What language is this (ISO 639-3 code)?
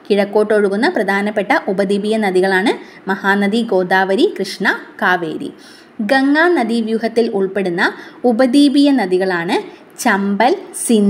mal